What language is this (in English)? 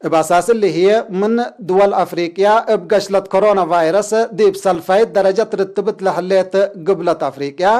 Tigre